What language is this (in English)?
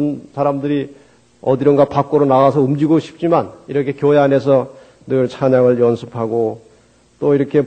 Korean